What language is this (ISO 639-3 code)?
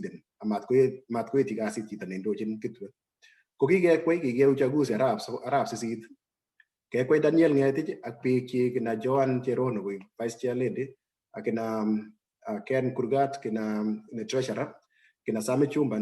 kln